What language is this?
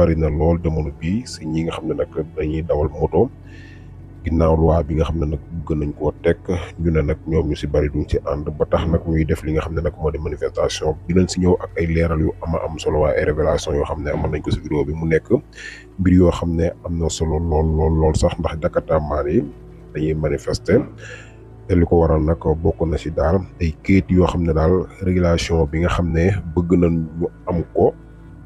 Wolof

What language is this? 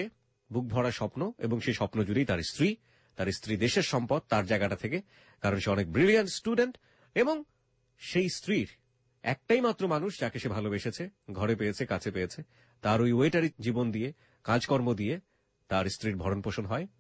Bangla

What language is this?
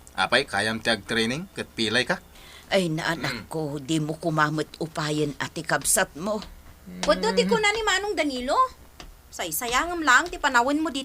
Iloko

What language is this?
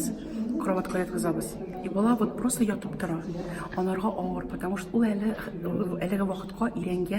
Tatar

